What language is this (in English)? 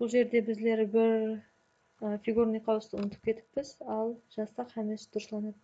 Kara-Kalpak